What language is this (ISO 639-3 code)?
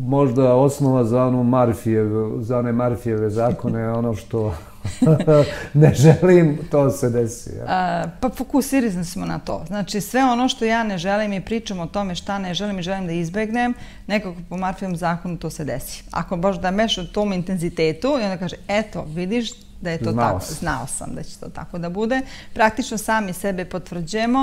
srp